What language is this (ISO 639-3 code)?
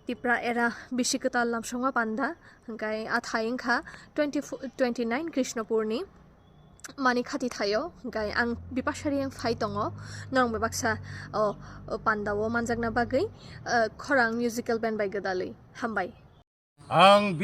trp